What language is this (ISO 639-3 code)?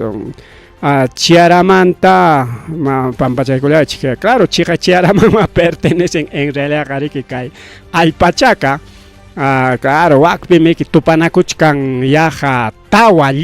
quy